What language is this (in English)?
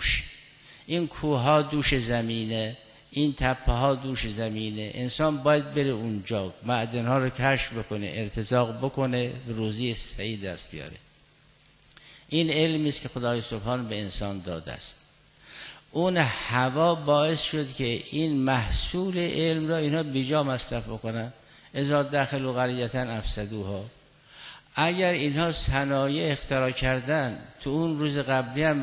Persian